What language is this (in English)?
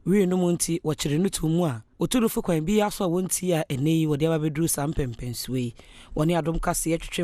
Akan